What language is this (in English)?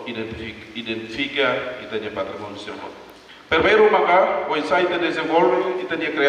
Tetum